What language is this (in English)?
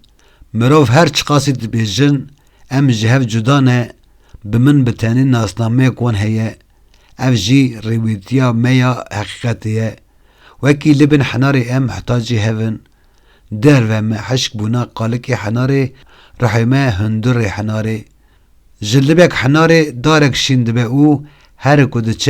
Kurdish